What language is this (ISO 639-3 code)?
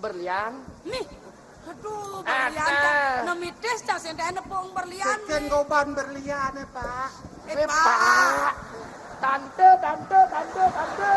ban